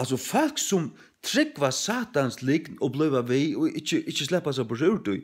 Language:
Faroese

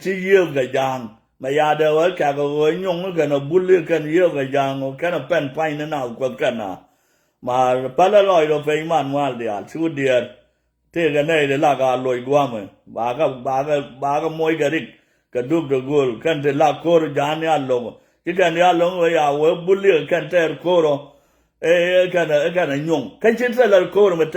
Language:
Nuer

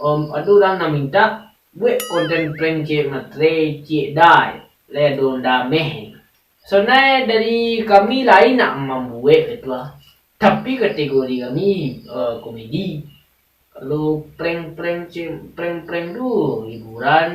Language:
Minangkabau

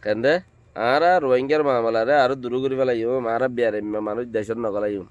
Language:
Rohingya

